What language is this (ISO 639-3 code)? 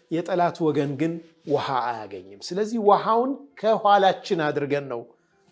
amh